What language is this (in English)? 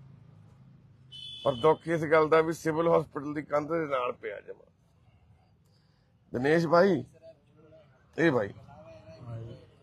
Punjabi